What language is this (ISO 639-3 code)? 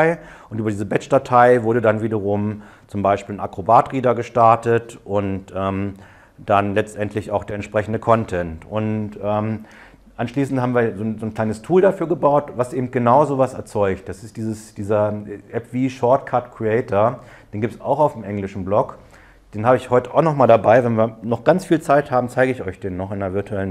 deu